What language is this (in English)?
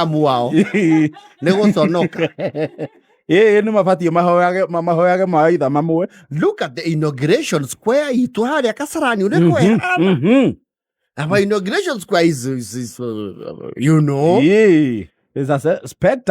Kikuyu